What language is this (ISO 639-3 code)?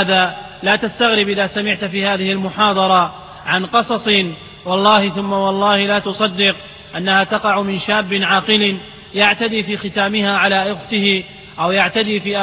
ara